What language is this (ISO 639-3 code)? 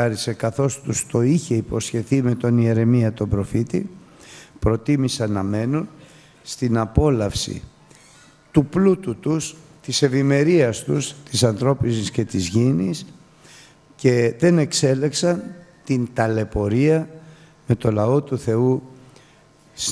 ell